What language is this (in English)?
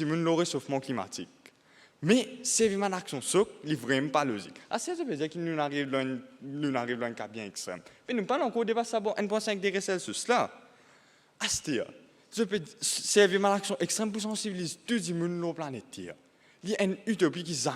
Morisyen